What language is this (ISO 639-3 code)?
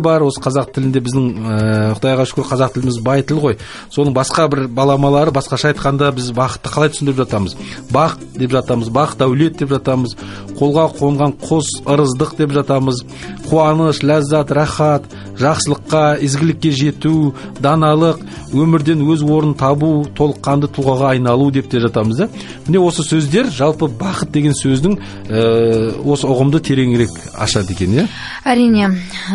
kaz